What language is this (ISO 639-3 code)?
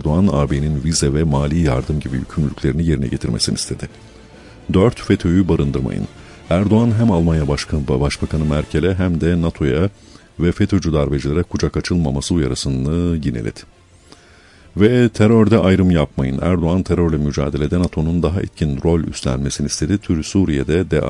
tur